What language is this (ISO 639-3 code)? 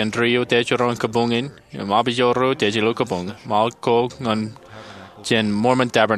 mah